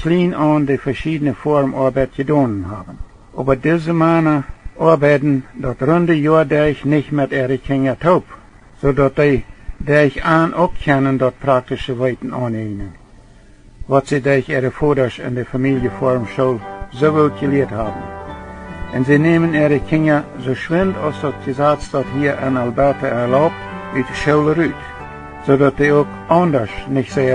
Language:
Plautdietsch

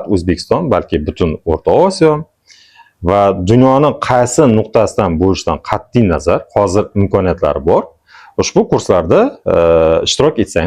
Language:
Uzbek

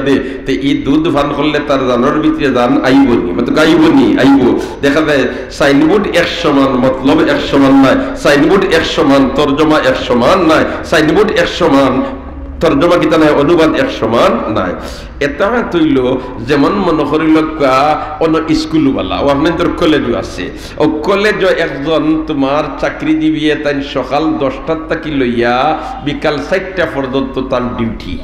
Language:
Sylheti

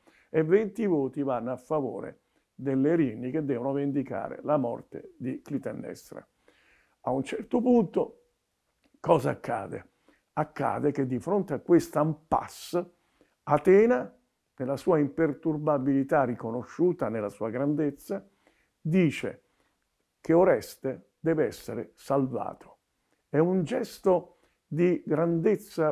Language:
Italian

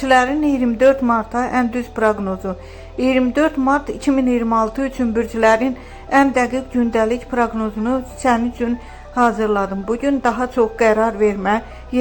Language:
Azerbaijani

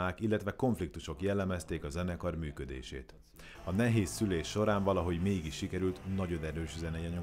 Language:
Hungarian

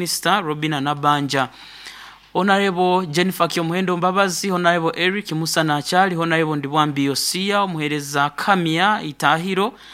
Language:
Nyoro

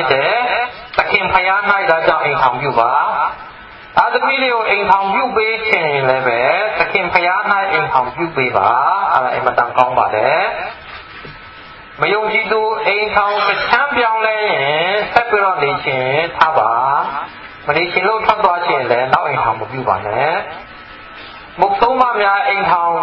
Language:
Burmese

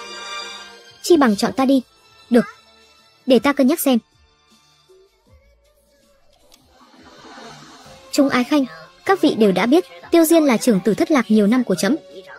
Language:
Vietnamese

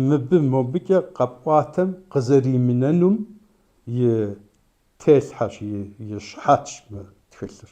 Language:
Kabardian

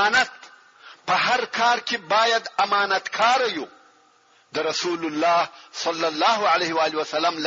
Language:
Pashto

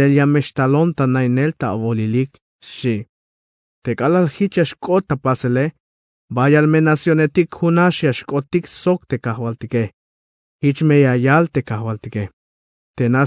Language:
Tzeltal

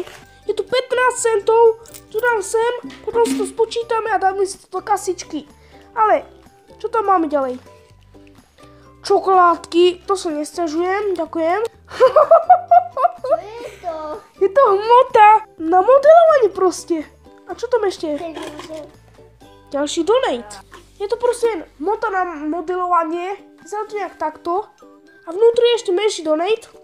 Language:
Slovak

